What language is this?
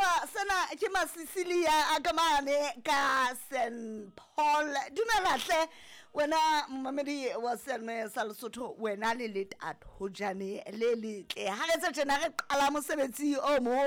Southern Sotho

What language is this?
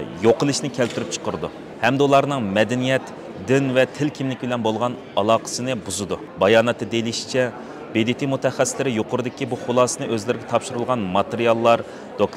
Uyghur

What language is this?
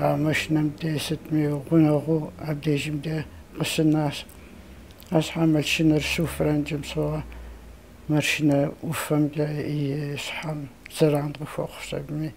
Kabardian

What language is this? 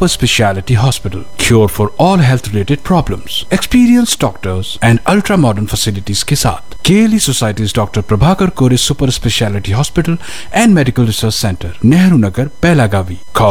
Kannada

